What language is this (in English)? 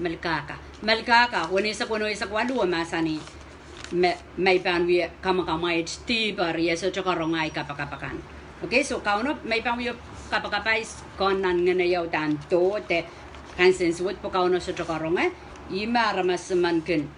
Pohnpeian